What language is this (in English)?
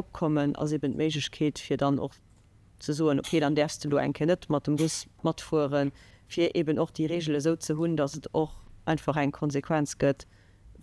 Luxembourgish